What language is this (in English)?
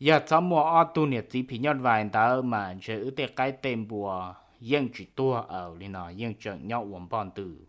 Hmong